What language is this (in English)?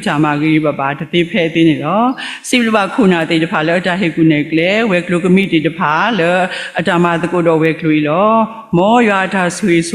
S'gaw Karen